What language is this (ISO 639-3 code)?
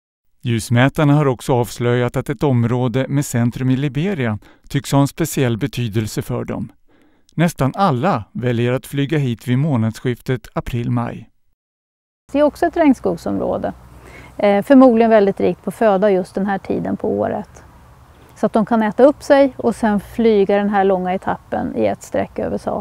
swe